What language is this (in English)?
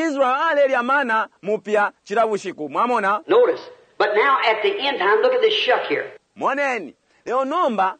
Bemba